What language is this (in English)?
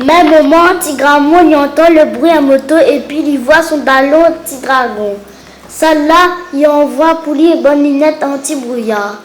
Réunion Creole French